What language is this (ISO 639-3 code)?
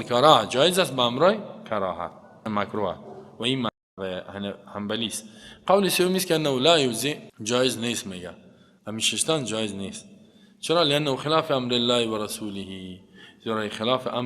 fas